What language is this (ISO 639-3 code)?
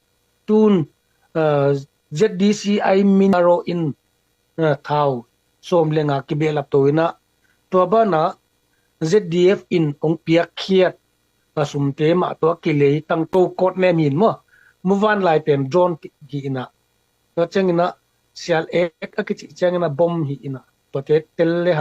ctd